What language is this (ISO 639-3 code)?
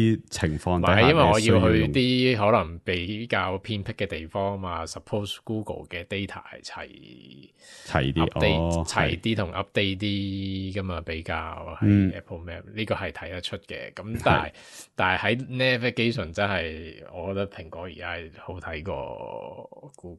yue